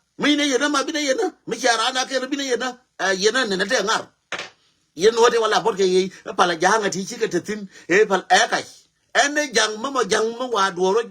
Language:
Nuer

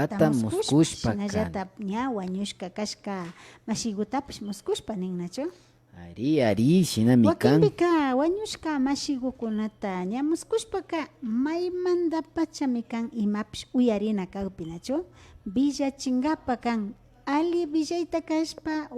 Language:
Imbabura Highland Quichua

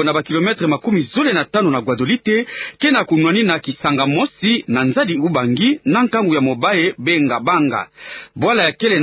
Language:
Kituba (Democratic Republic of Congo)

